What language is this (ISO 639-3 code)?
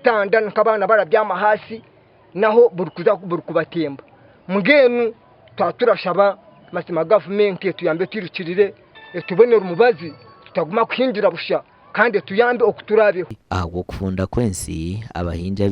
nyn